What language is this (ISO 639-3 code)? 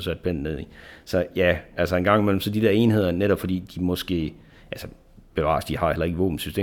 dan